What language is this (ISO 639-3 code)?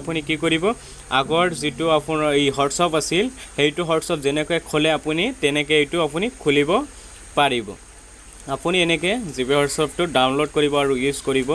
asm